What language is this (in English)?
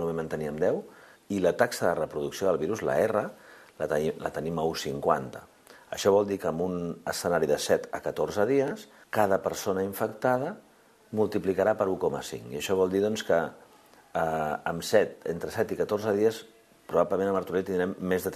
Catalan